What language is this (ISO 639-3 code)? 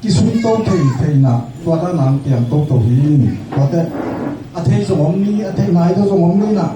ctd